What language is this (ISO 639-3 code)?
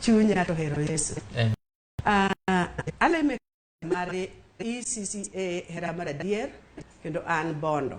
luo